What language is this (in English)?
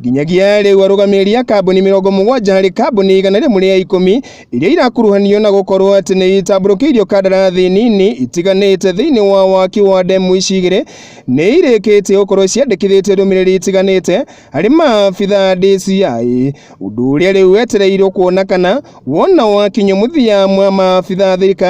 Kikuyu